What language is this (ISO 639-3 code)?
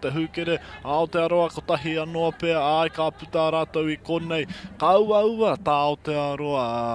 mri